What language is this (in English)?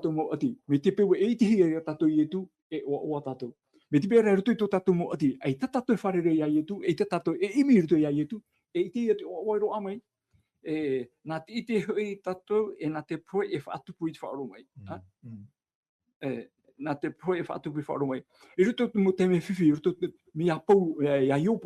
Tahitian